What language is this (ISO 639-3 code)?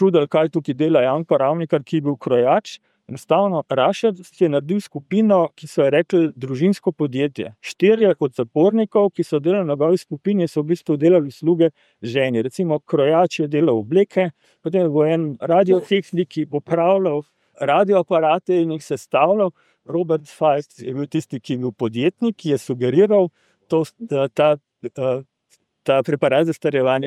slv